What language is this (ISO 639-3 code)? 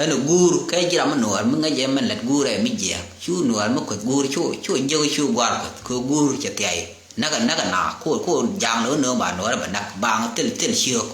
nus